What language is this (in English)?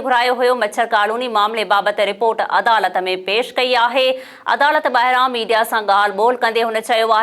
Sindhi